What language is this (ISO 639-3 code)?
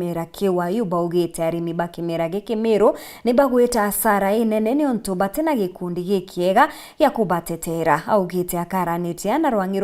mer